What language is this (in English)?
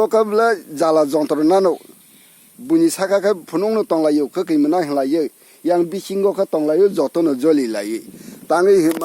Kok Borok